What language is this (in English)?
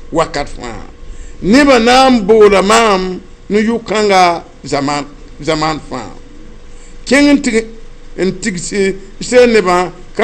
Mossi